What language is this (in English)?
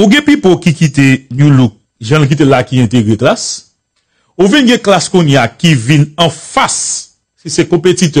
Haitian Creole